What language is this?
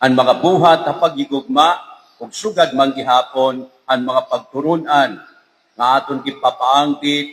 Waray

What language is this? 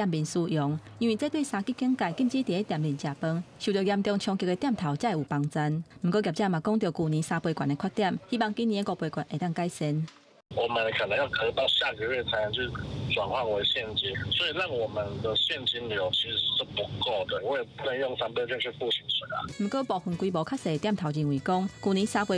Min Nan Chinese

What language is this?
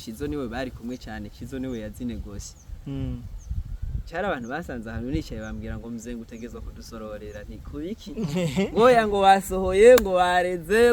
Rundi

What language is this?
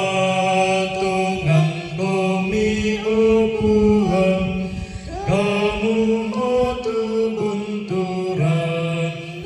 Toraja-Sa'dan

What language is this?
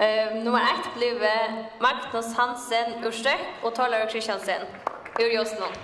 Faroese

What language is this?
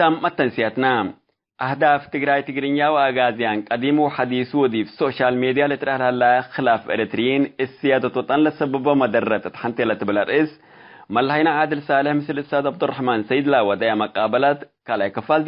Tigre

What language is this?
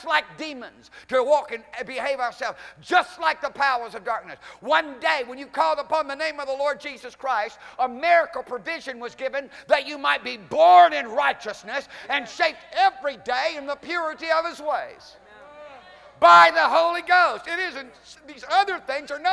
English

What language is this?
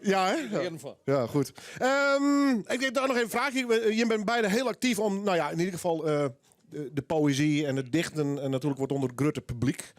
Western Frisian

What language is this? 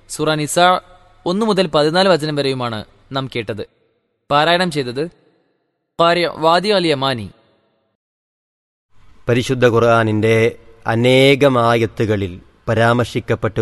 Malayalam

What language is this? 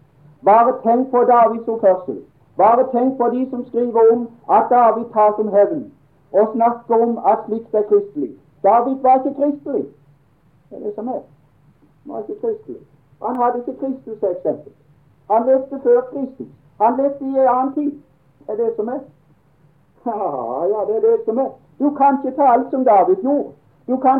Norwegian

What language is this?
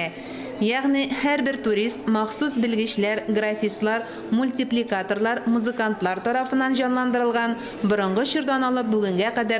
Tatar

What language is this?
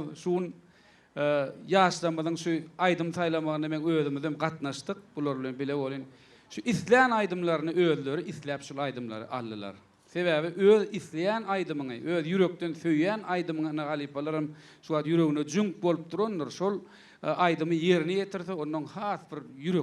Turkmen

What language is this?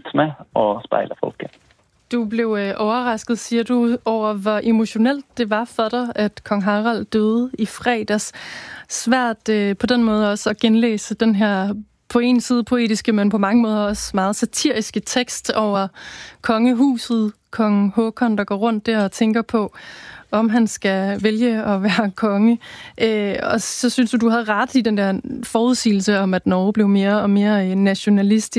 Danish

